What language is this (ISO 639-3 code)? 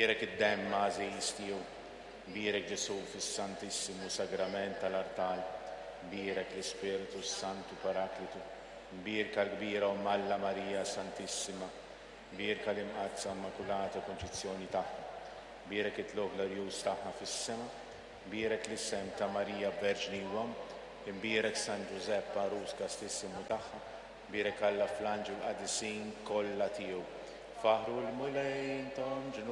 mlt